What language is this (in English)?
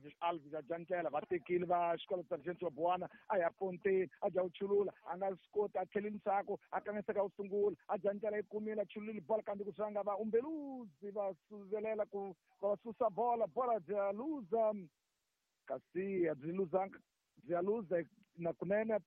Tsonga